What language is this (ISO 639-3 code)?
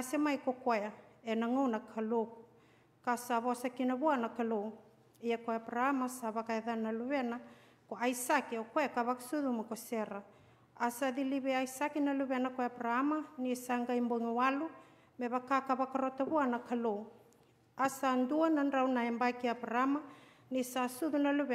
fij